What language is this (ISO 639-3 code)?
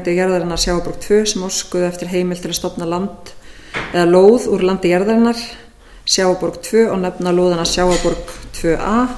isl